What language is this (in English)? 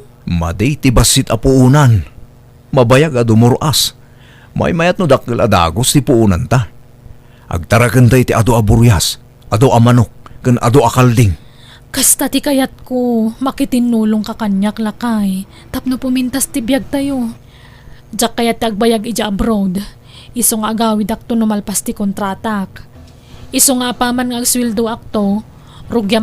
Iloko